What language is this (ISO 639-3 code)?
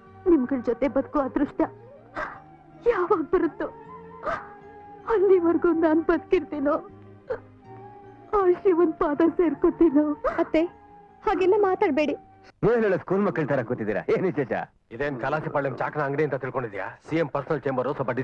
kan